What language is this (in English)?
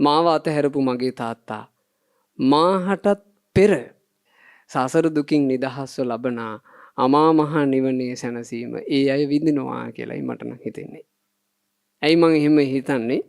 Sinhala